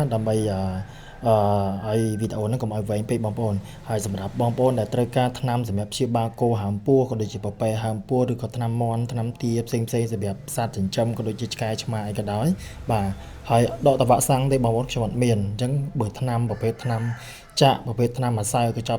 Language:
Khmer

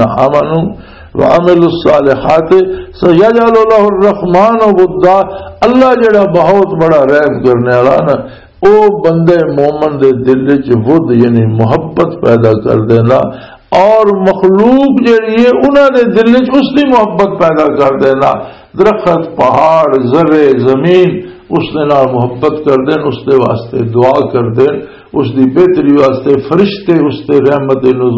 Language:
Western Panjabi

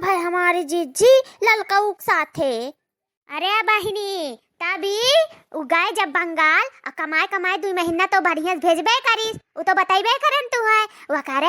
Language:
Awadhi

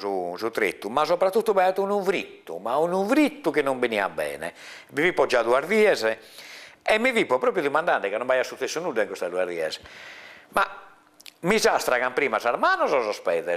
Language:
Sardinian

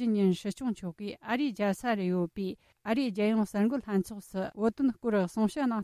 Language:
Tibetan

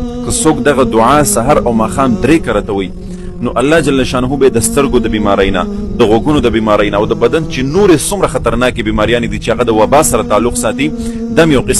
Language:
Pashto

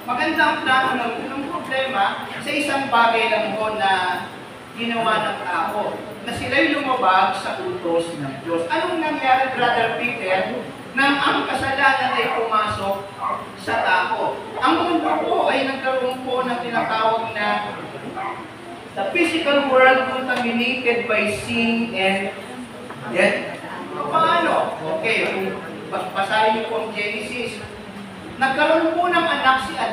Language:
Filipino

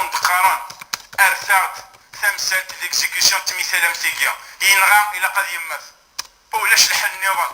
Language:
Kabyle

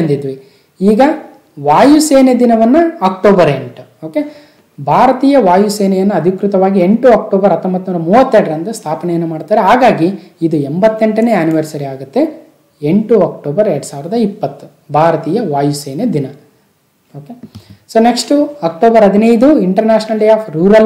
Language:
Kannada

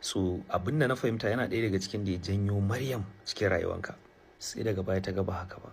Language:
Hausa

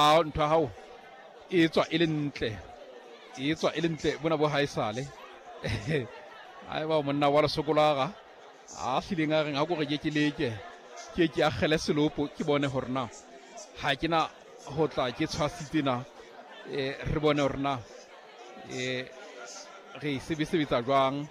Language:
Southern Sotho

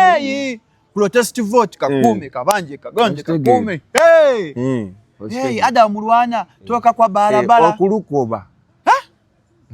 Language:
Ganda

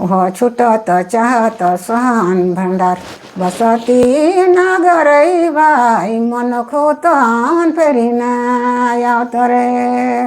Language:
Sadri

